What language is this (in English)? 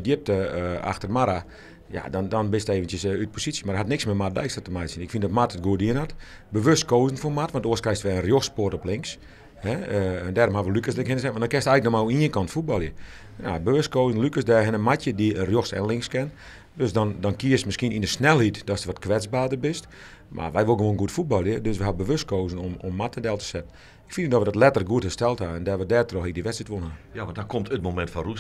Western Frisian